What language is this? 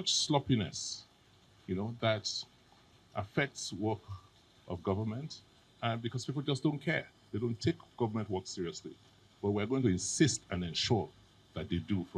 Nigerian Pidgin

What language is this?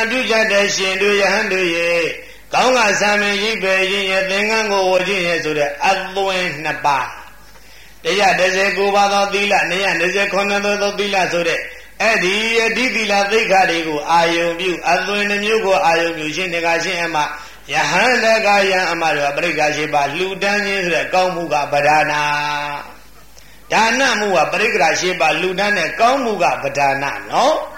Burmese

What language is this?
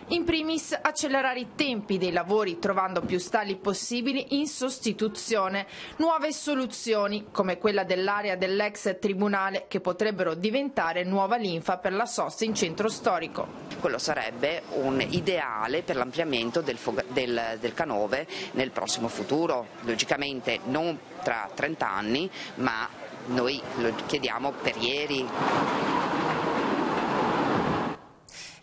Italian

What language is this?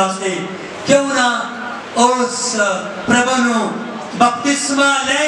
Punjabi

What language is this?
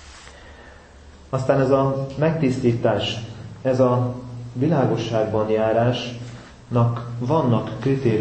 Hungarian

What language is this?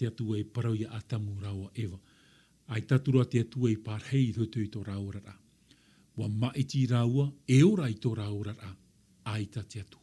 Tahitian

